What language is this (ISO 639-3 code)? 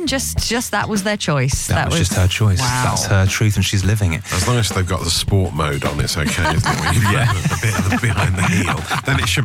eng